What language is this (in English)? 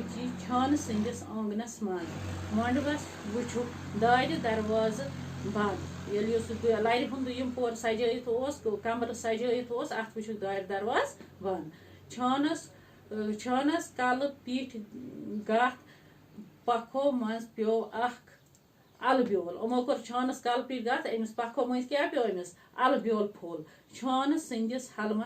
Kashmiri